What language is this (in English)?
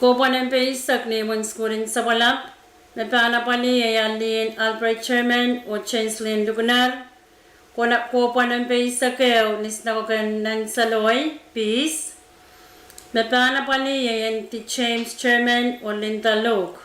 Pohnpeian